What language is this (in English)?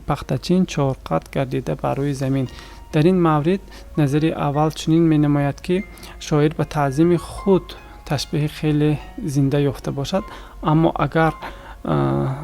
Tajik